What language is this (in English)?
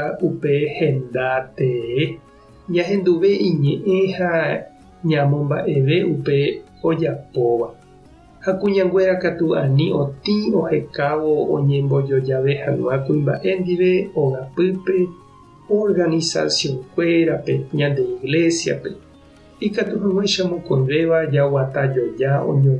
Guarani